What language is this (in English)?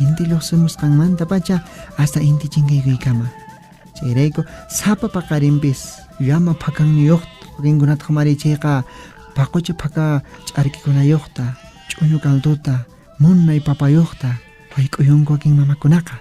Quechua